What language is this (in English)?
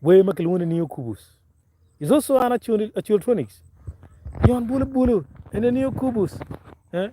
Acoli